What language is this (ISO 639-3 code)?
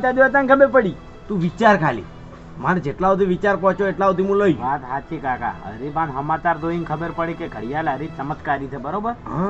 guj